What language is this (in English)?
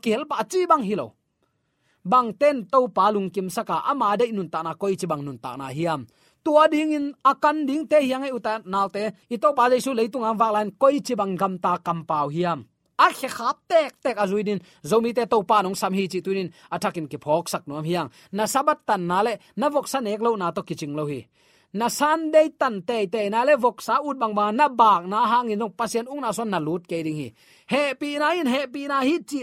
Tedim Chin